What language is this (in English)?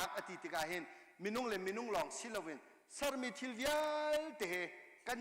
Hakha Chin